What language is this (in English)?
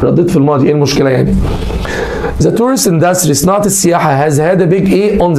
Egyptian Arabic